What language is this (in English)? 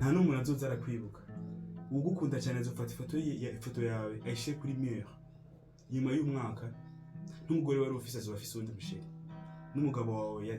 Rundi